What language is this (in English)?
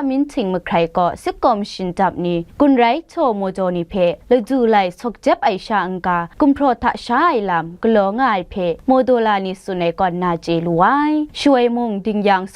Kachin